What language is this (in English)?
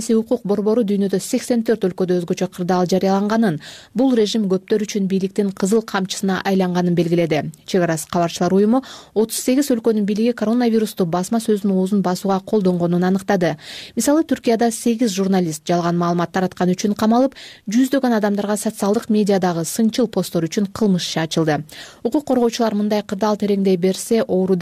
Kyrgyz